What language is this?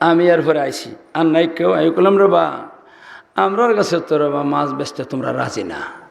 Sylheti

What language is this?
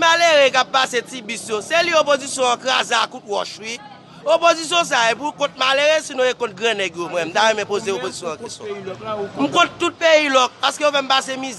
Haitian Creole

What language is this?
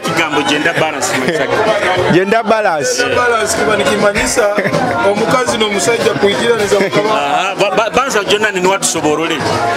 Nyoro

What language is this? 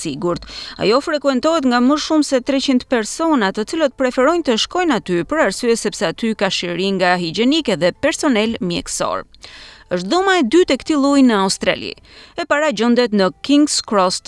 Albanian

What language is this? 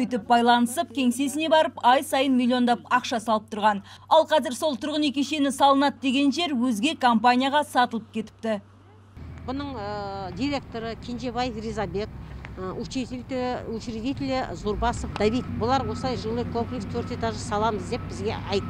Kazakh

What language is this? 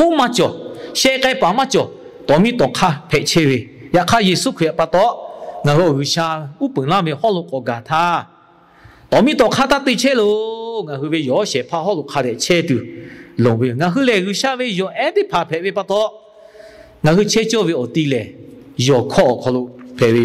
Lahu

